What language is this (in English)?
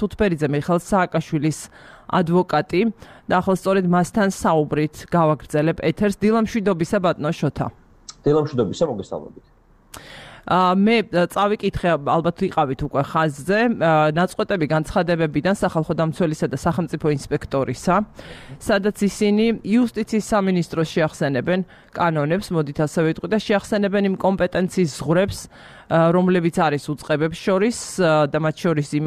Georgian